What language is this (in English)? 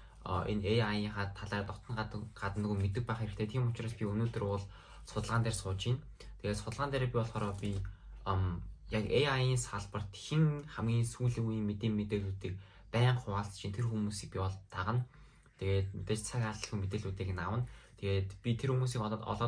Mongolian